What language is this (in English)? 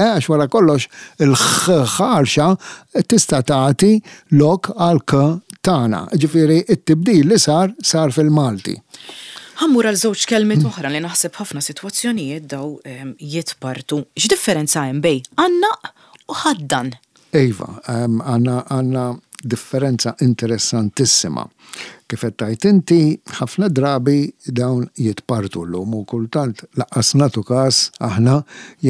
Maltese